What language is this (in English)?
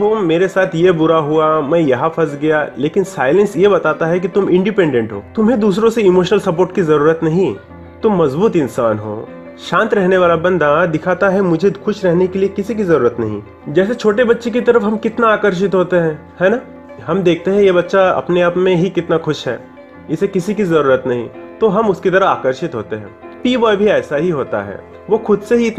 Hindi